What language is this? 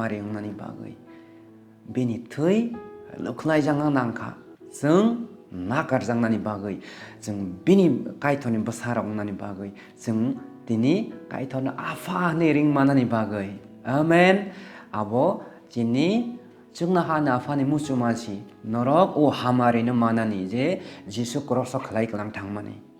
Kok Borok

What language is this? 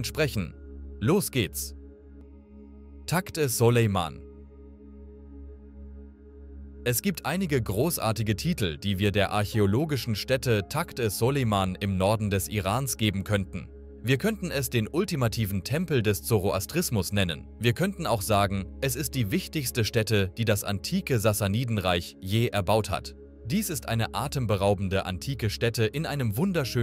German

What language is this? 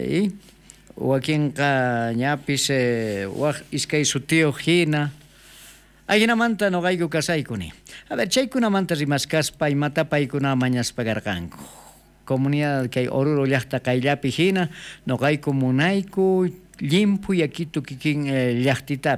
South Bolivian Quechua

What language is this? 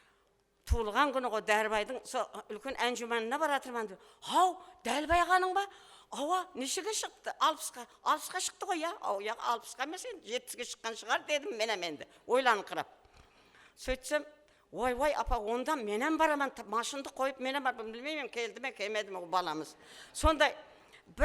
Kara-Kalpak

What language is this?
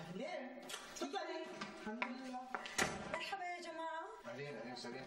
North Levantine Arabic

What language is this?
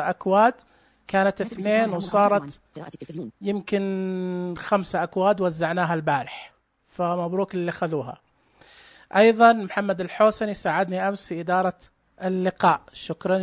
Najdi Arabic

